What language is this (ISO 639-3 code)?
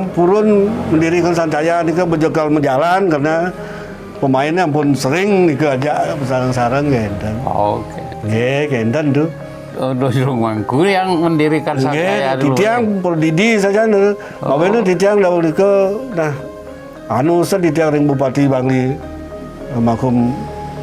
ban